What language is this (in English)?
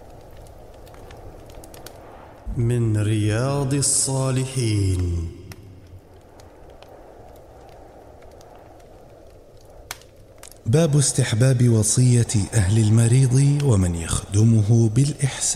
Arabic